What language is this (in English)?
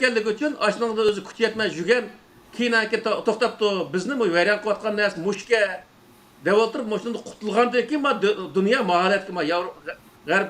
Uyghur